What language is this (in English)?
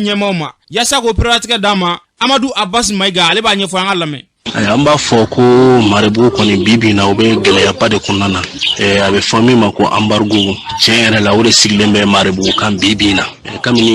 Bambara